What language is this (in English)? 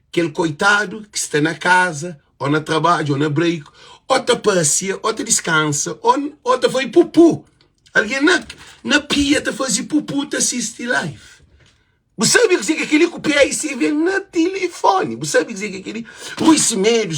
Kabuverdianu